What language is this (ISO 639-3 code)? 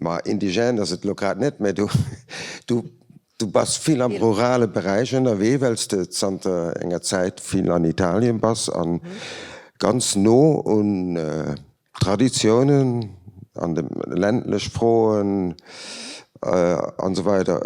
ltz